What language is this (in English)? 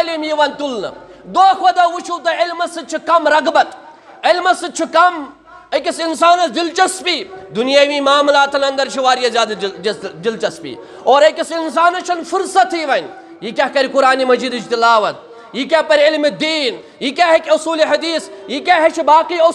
Kashmiri